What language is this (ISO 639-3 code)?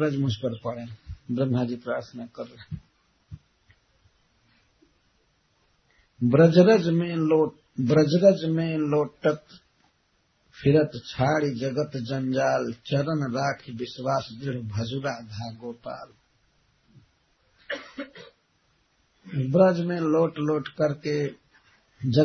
hin